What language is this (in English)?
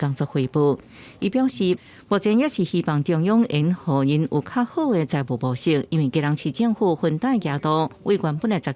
Min Nan Chinese